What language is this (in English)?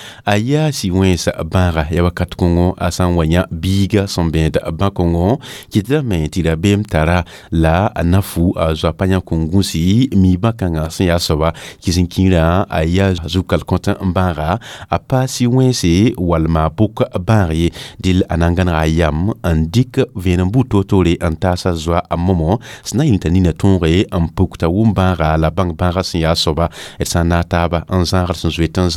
Mossi